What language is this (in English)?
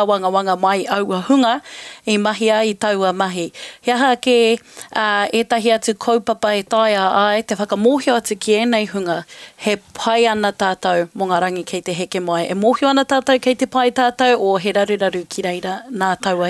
Māori